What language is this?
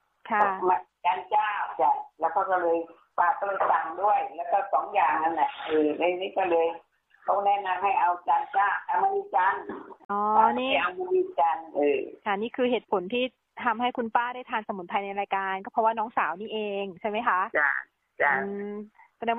Thai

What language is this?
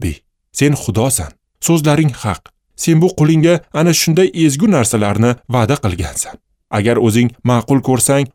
Uzbek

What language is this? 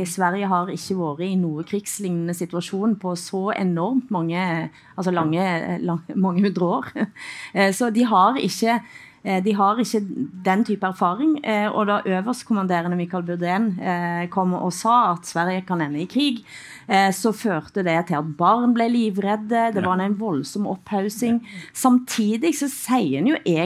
Norwegian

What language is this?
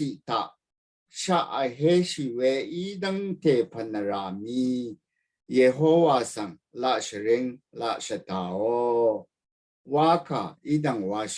Rawang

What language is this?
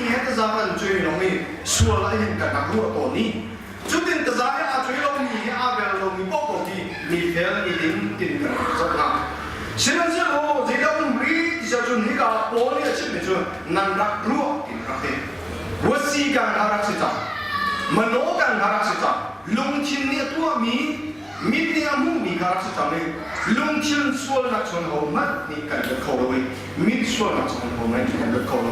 Hakha Chin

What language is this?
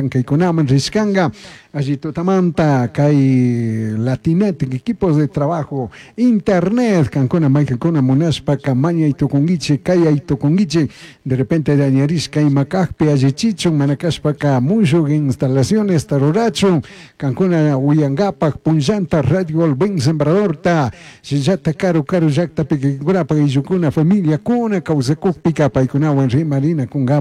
Chimborazo Highland Quichua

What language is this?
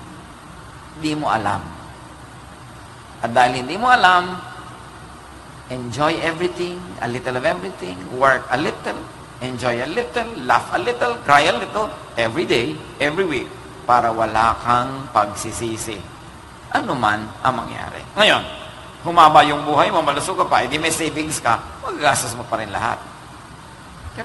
Filipino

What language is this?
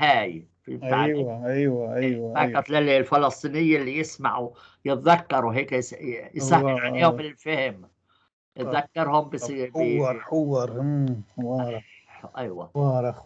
North Levantine Arabic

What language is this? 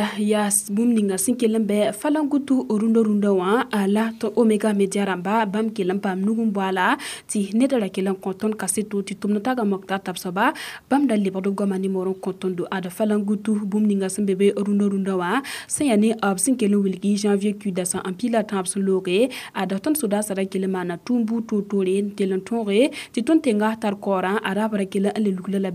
Mossi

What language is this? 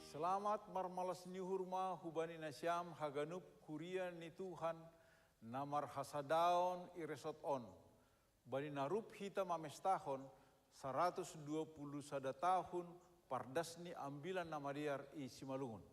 Batak Simalungun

